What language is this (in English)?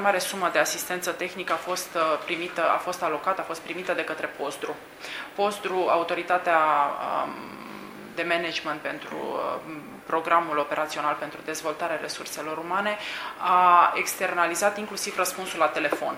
Romanian